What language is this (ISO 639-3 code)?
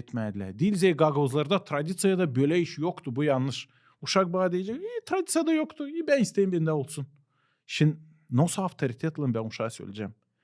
gag